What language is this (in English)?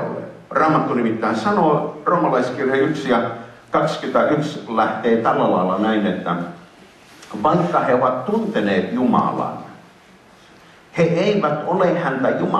Finnish